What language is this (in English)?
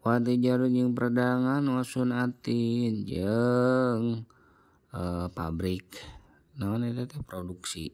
Sundanese